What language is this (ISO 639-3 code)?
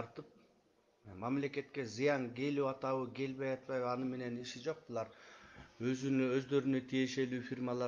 kir